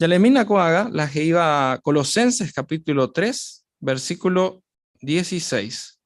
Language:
Guarani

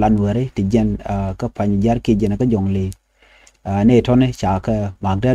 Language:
Nuer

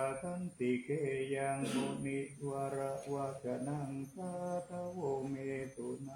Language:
Pali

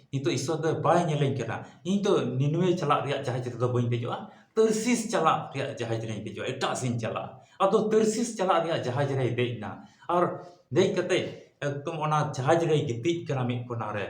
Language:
Santali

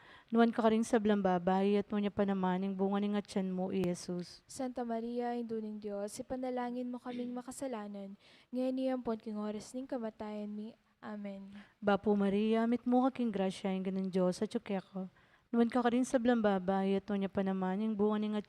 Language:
Pampanga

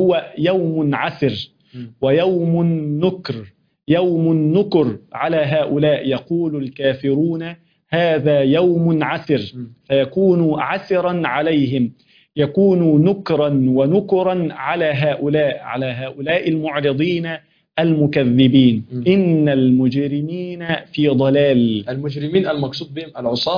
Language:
Arabic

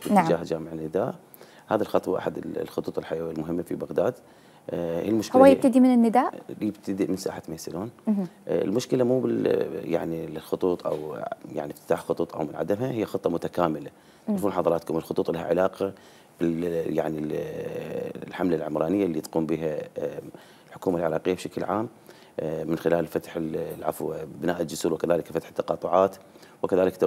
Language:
Mesopotamian Arabic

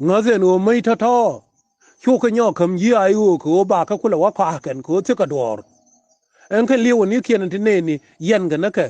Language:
Nuer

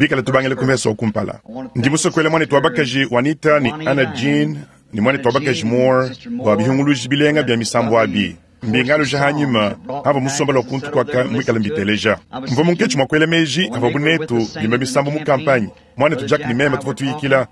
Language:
Luba-Lulua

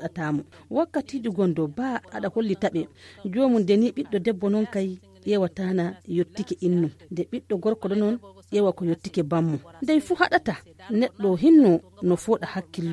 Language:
Fula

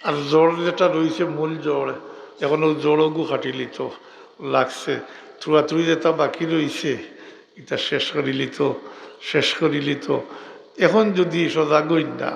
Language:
Sylheti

